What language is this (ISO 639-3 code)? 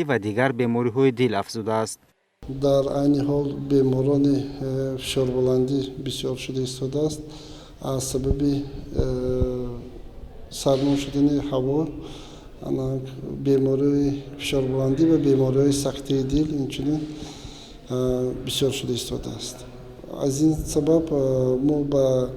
tgk